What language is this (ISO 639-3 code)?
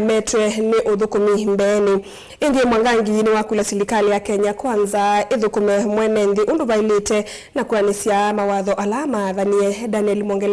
kam